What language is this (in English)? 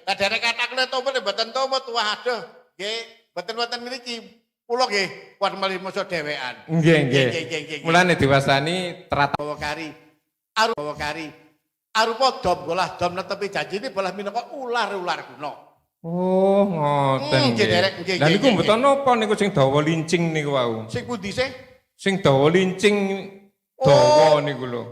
Javanese